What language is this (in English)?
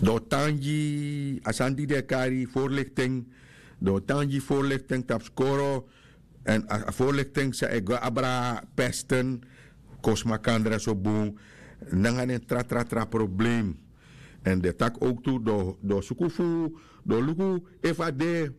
Sranan Tongo